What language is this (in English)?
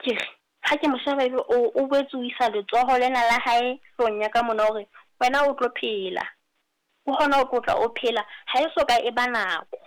Southern Sotho